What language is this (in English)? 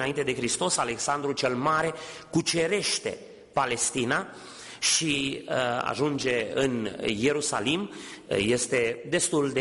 Romanian